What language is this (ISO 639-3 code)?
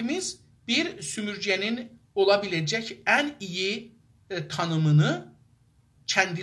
azb